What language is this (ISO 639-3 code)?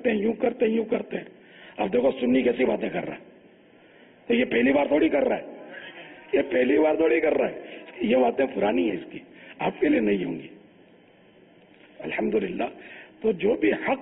urd